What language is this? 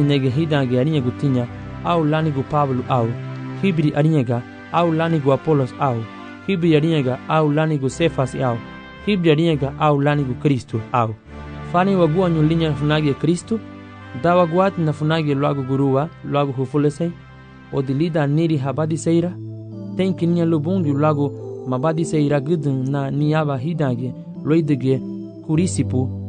Garifuna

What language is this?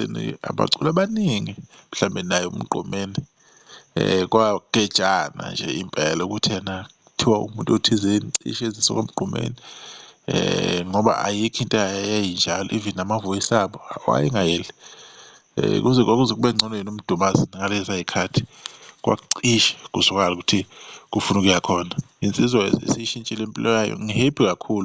Zulu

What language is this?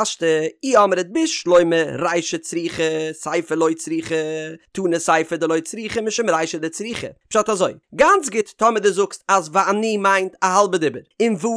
Yiddish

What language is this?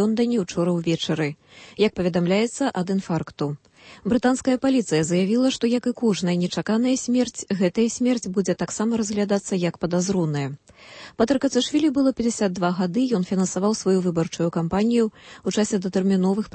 Belarusian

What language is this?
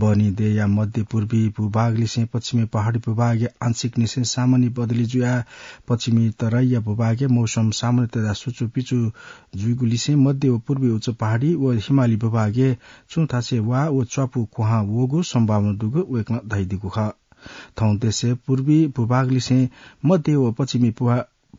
Newari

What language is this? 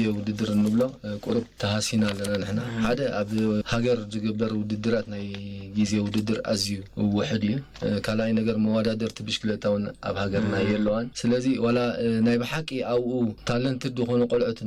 Tigrinya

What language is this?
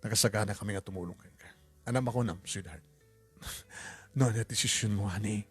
Iloko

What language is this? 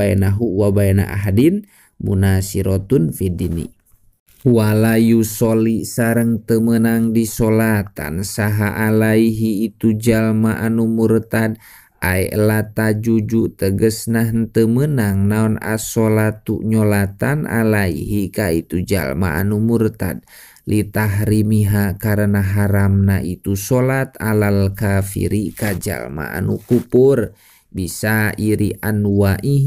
Sundanese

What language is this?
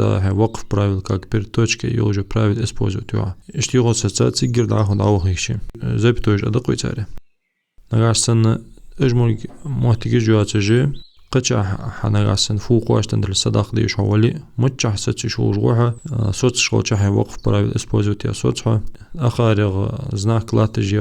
Ingush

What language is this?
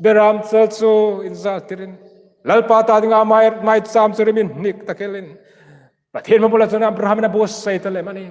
Hmar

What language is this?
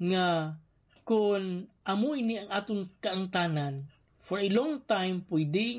Hiligaynon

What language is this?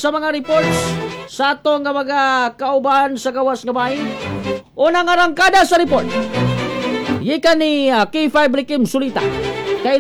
Cebuano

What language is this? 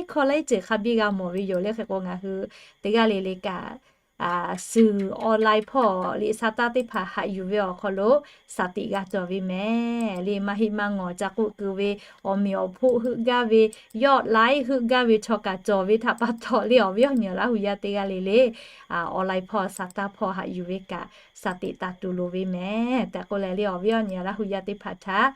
Lahu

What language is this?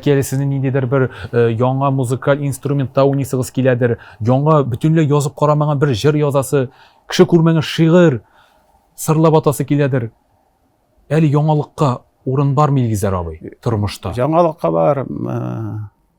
Tatar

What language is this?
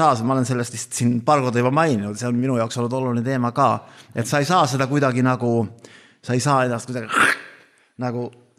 Estonian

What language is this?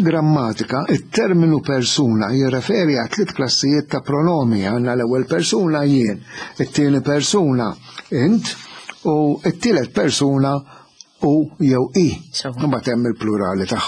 Maltese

